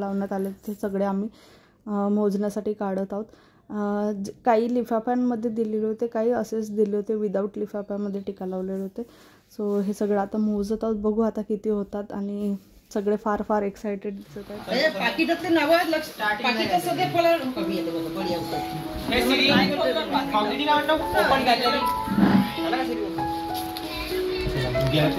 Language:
Marathi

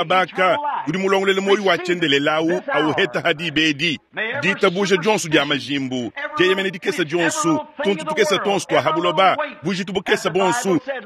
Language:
Luba-Lulua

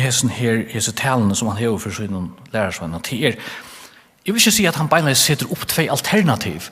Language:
Faroese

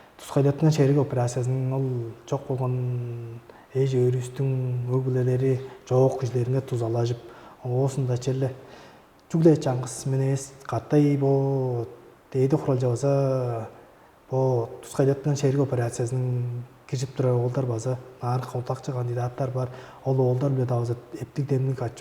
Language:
Tuvinian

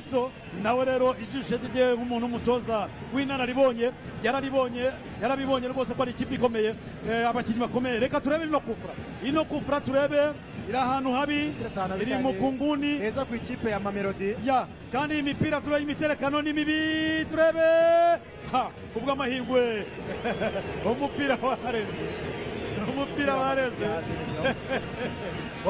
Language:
Kinyarwanda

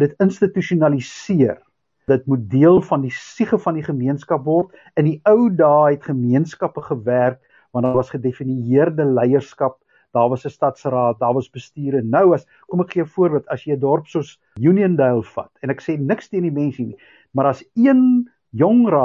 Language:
Afrikaans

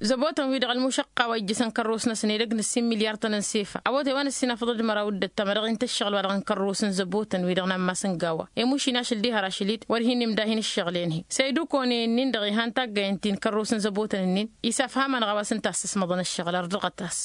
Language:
Tamasheq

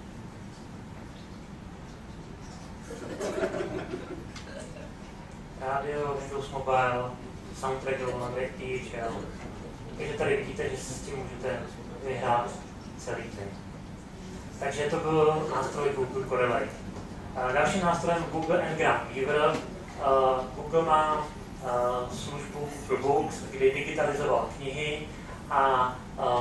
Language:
Czech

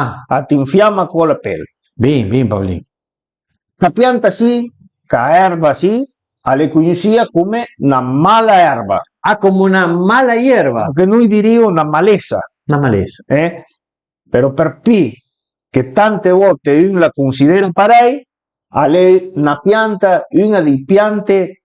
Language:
Piedmontese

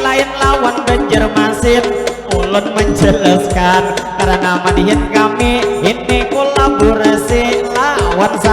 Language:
Banjar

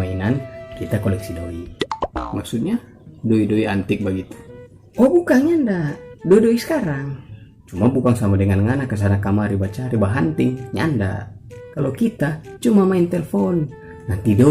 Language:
Manado Malay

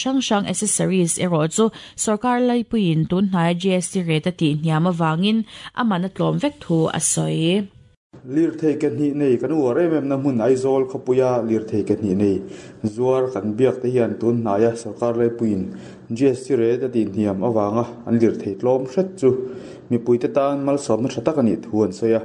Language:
Mizo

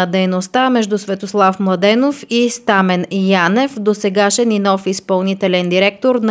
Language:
Bulgarian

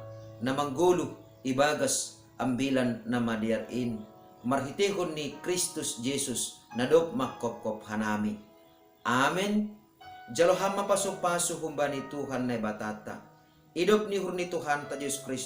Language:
Batak Simalungun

